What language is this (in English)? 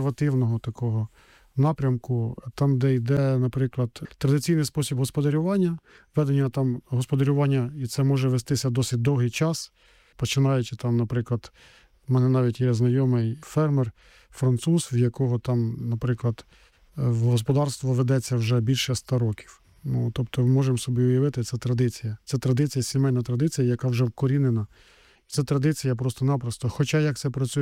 Ukrainian